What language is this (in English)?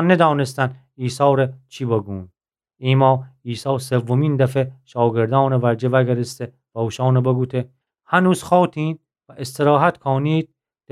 Gilaki